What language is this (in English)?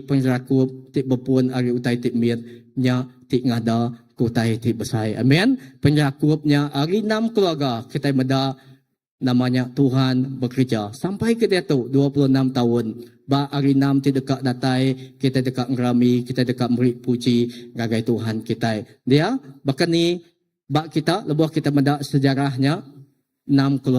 Iban